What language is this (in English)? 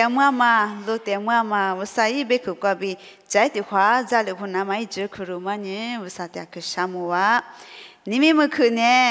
Lisu